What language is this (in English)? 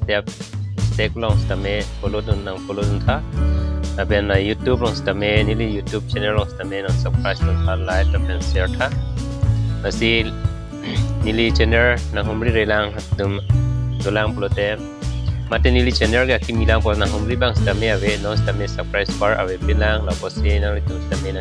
Karbi